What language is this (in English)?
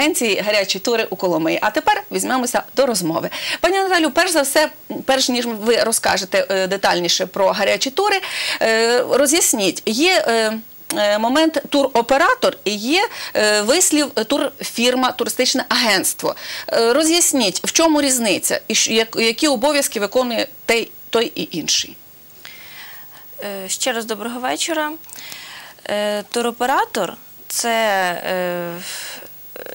Ukrainian